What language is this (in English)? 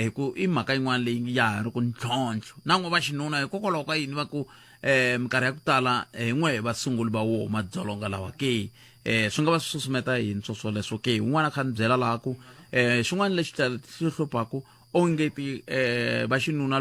Tsonga